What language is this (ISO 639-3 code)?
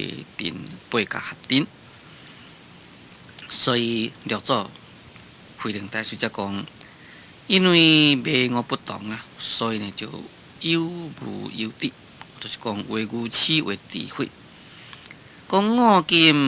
nan